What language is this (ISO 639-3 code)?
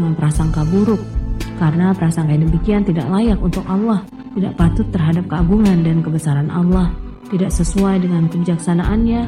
ind